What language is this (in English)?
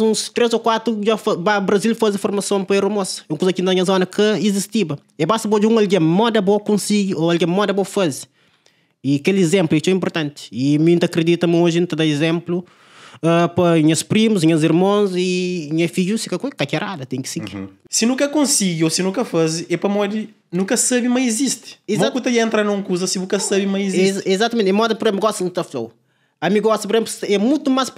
Kabuverdianu